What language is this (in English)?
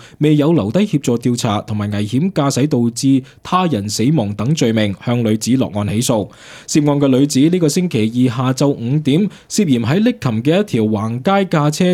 Cantonese